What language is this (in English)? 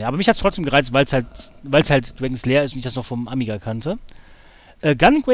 German